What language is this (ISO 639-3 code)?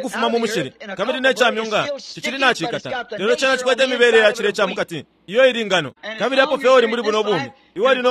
bem